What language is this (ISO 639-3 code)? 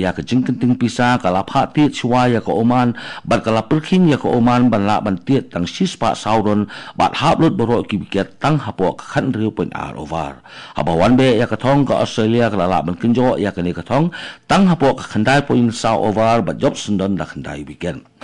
kha